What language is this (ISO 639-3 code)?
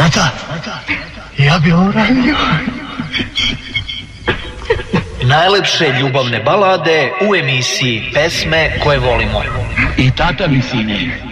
srp